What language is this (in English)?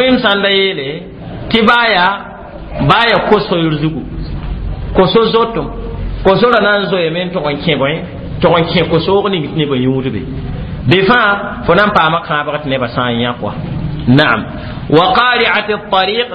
Mossi